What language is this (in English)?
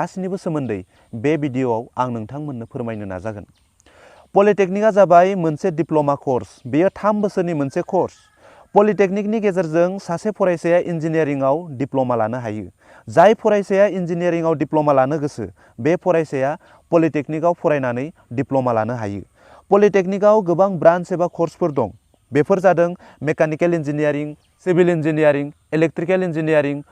Bodo